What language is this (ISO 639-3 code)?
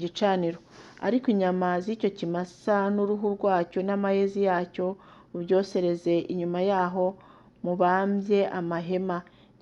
kin